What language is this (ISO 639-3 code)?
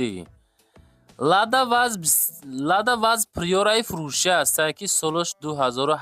tgk